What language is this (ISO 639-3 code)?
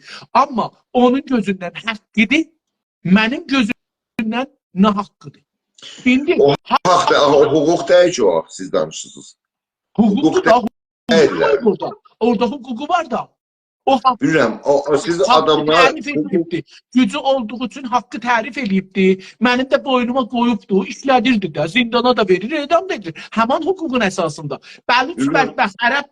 azb